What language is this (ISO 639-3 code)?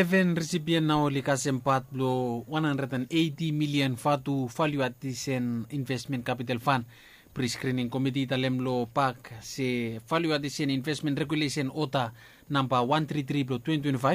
bis